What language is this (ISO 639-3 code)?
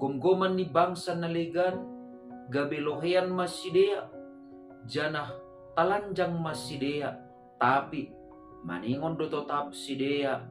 bts